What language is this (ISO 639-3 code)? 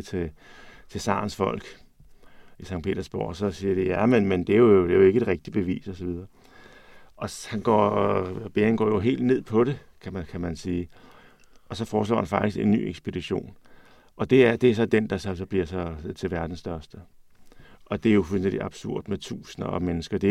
dan